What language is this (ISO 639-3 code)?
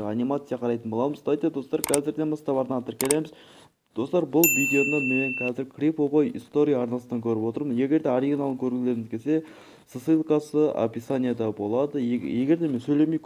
kaz